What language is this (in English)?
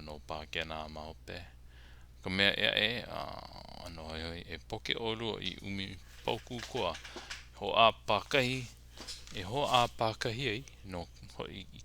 Hawaiian